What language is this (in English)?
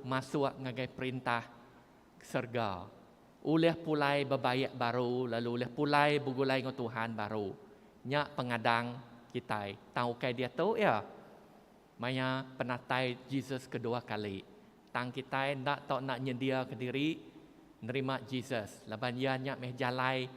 Iban